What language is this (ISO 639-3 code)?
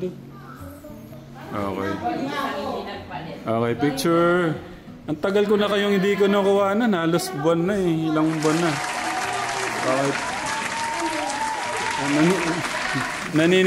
fil